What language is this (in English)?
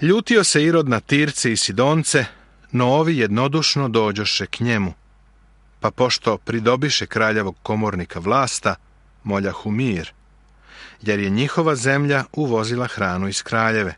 Serbian